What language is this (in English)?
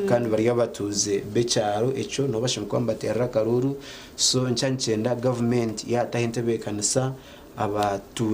Nyankole